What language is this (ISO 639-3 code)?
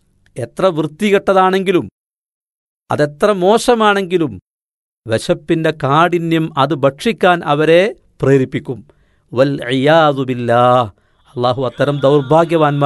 mal